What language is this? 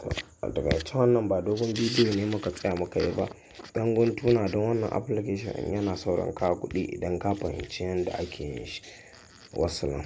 Hausa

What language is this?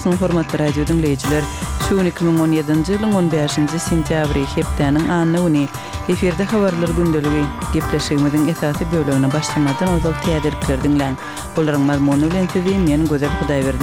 Kyrgyz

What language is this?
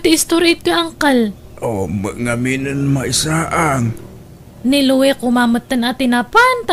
Iloko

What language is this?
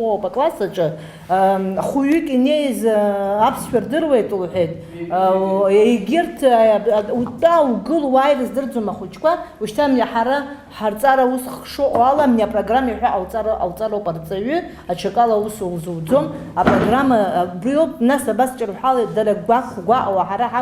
Abkhazian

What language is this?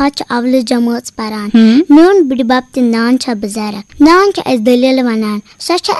Kashmiri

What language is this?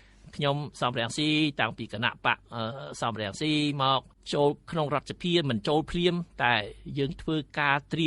Khmer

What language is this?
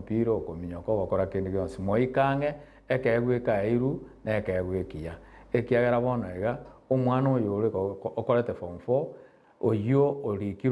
Gusii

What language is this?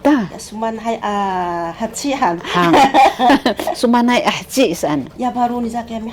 Sakizaya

